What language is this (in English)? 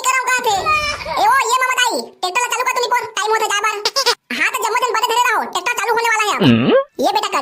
Chhattisgarhi